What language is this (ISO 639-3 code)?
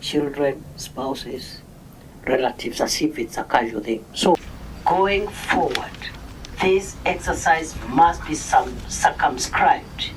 mer